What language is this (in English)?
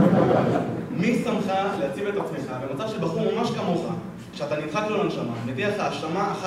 Hebrew